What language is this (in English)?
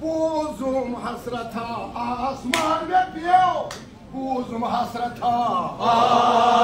Kashmiri